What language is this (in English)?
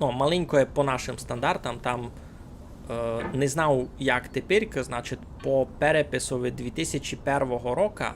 Rusyn